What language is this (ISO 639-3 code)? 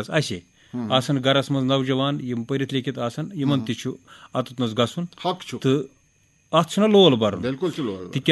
kas